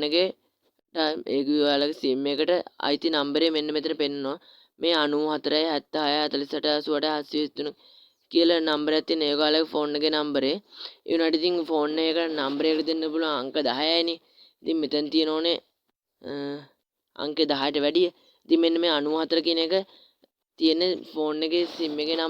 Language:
Sinhala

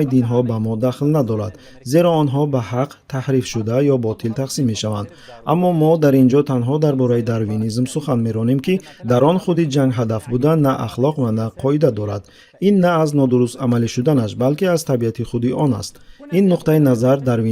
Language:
Tajik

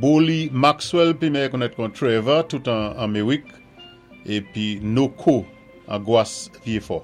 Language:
Saint Lucian Creole French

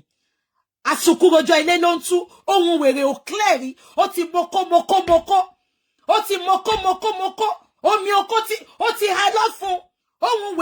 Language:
Yoruba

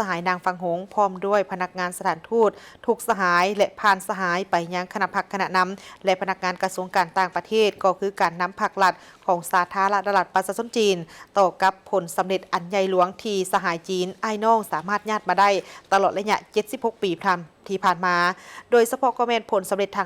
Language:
Lao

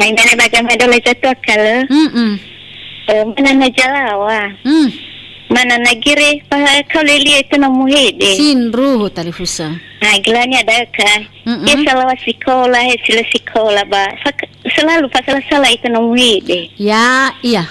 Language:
Nias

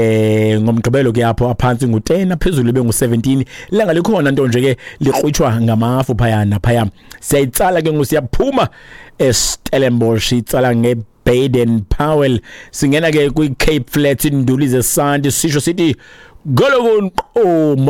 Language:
Xhosa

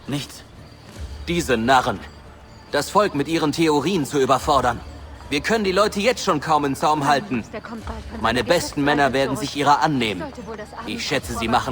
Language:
Bavarian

